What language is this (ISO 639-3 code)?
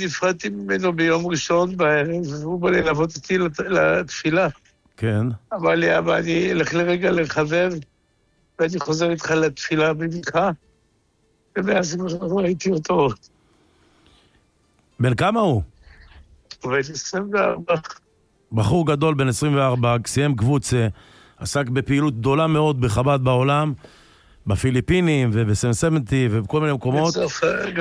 heb